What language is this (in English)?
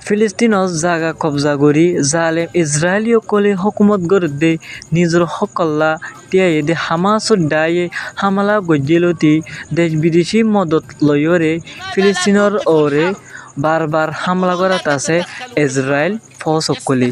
Rohingya